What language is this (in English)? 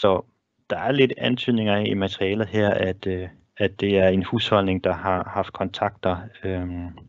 Danish